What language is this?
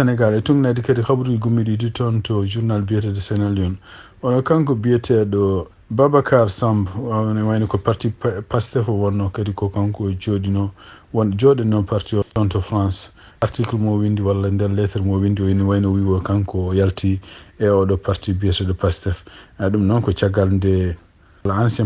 Fula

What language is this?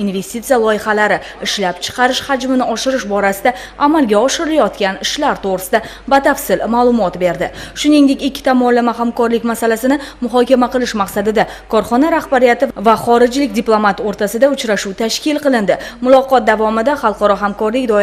Uzbek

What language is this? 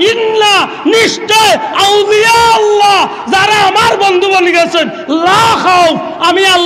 Sylheti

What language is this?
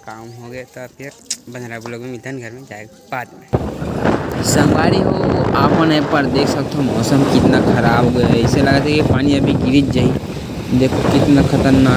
Chhattisgarhi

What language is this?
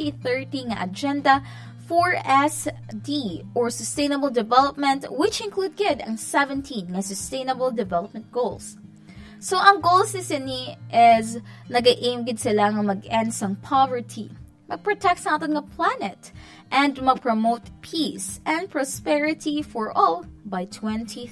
Hiligaynon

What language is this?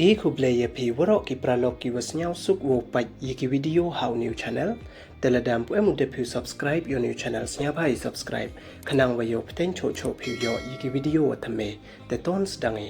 Pnar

